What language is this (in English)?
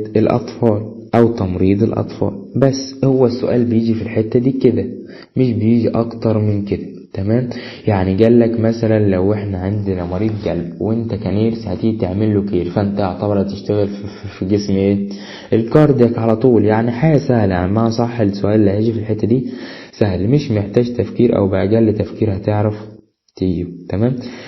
Egyptian Arabic